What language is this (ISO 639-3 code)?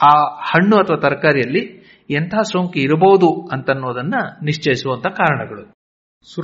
kan